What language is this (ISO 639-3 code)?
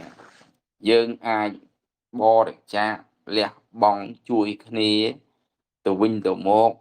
khm